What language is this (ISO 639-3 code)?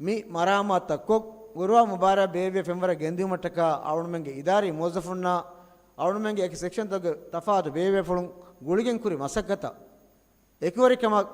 div